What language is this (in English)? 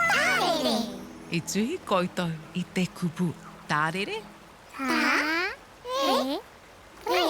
Māori